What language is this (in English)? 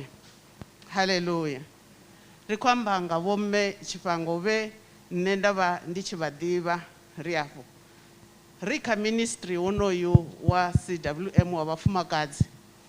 Venda